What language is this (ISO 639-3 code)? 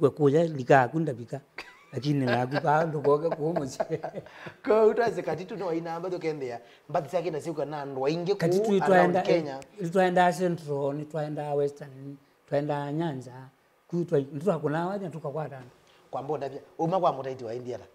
kam